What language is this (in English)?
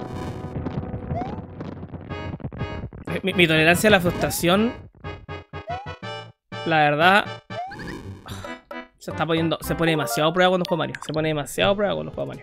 Spanish